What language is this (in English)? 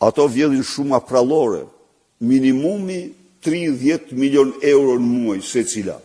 Albanian